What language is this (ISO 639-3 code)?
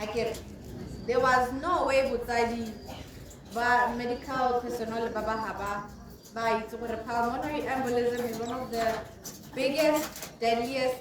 tsn